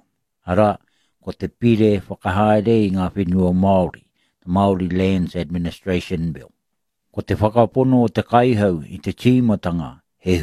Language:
Māori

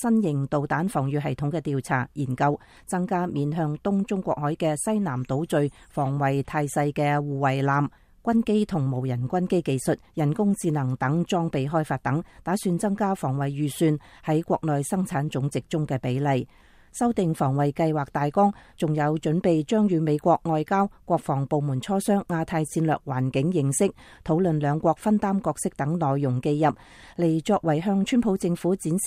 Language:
Cantonese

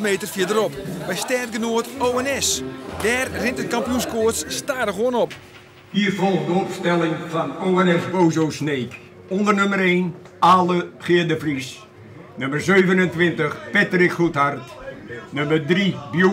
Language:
Western Frisian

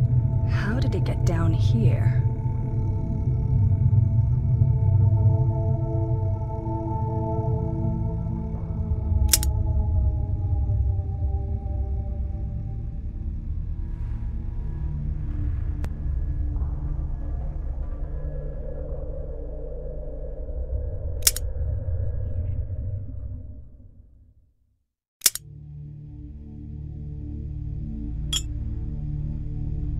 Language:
English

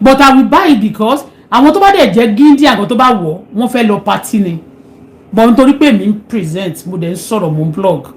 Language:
Yoruba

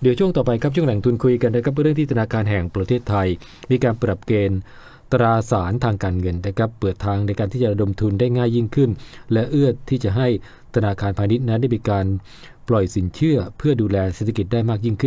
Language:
Thai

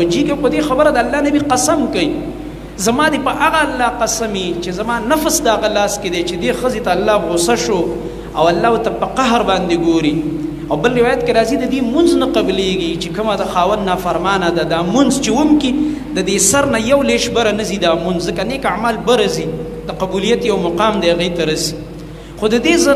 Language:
Pashto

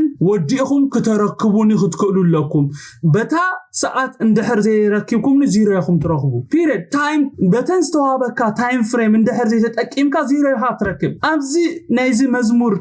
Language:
Tigrinya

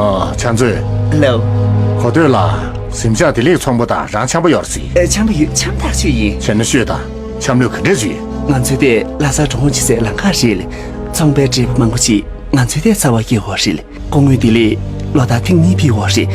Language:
Tibetan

